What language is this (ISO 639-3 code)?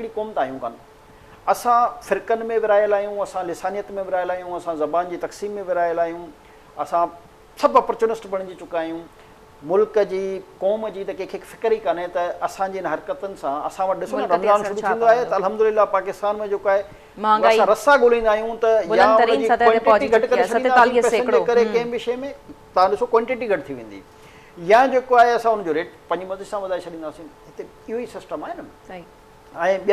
snd